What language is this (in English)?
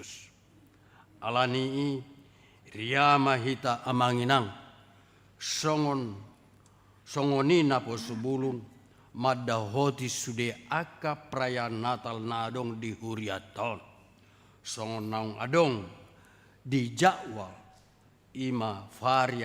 Batak Toba